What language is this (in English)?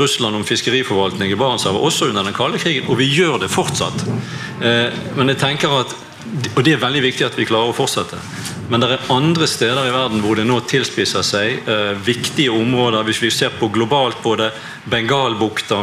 Norwegian